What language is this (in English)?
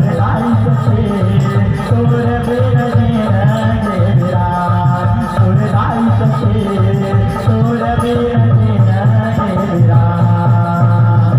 Chhattisgarhi